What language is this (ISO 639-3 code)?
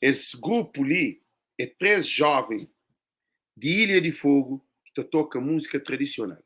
kea